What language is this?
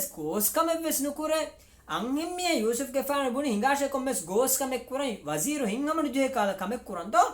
Divehi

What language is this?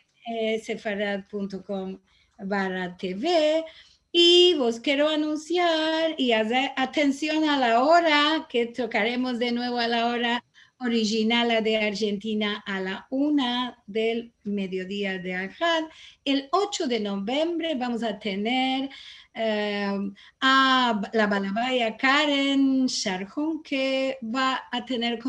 Ladino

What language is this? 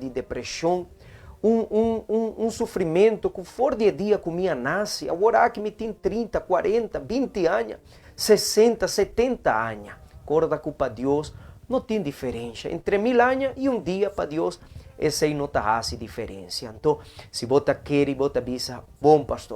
Papiamento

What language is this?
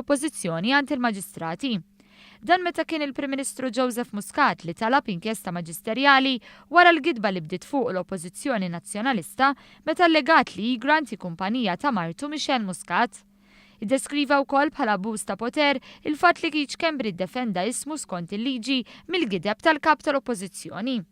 Maltese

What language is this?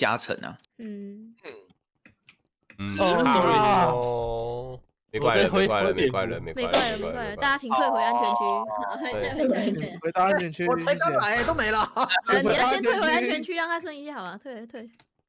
Chinese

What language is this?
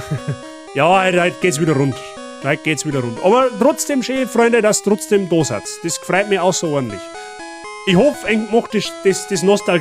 Bavarian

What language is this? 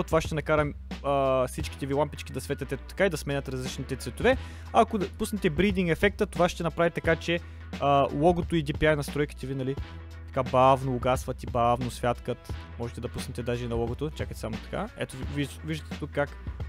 Bulgarian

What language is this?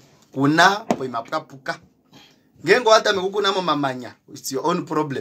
Kuanyama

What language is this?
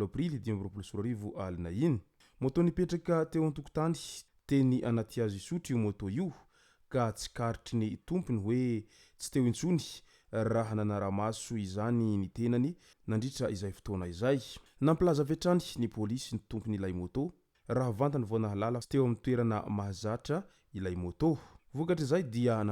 Malagasy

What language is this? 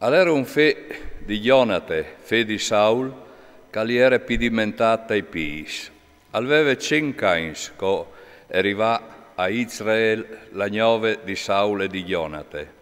Friulian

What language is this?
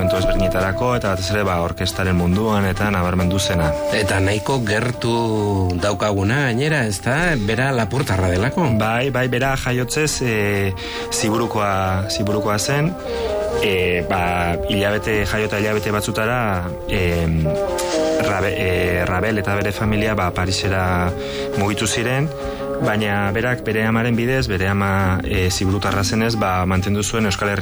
Basque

